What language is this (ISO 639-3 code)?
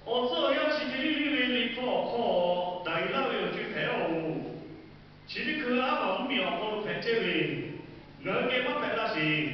lhu